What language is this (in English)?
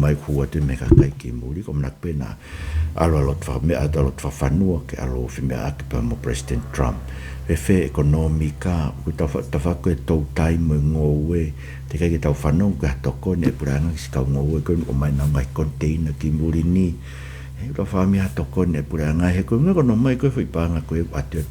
Tongan